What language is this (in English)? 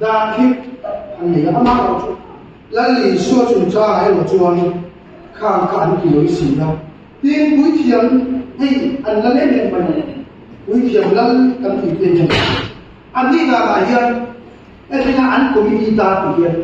Mizo